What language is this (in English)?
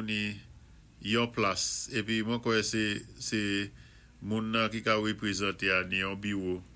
Saint Lucian Creole French